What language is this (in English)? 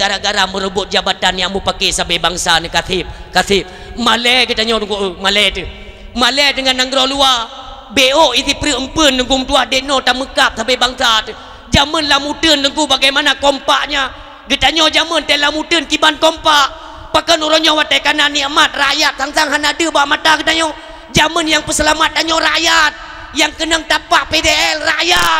Achinese